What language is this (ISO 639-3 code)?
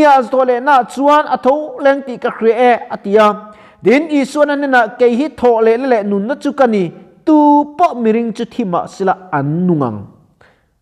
lus